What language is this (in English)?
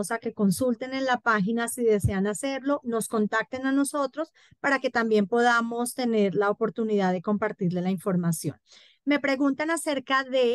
Spanish